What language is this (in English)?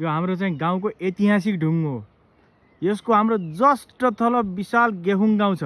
Nepali